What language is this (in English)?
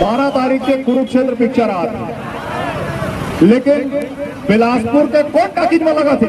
Chhattisgarhi